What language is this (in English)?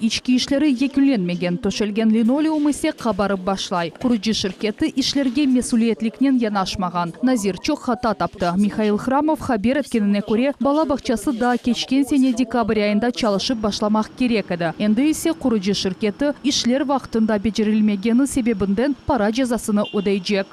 Crimean Tatar